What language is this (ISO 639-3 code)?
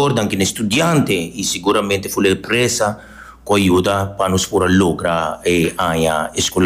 pap